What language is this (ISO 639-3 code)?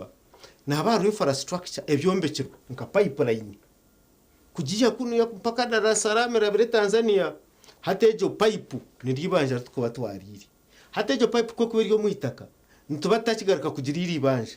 nyn